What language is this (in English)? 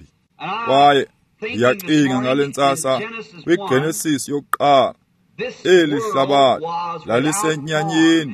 Xhosa